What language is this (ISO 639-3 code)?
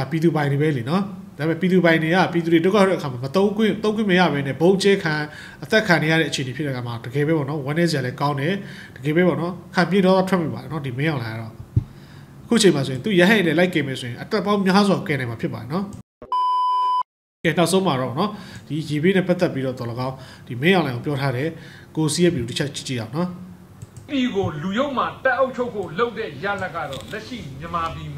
mya